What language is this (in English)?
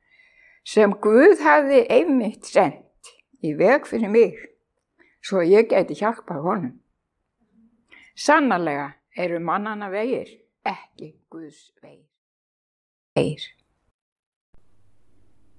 Icelandic